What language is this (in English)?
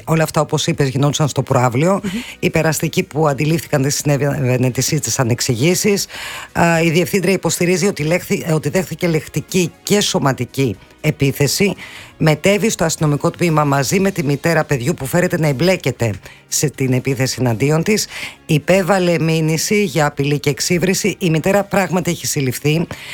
Greek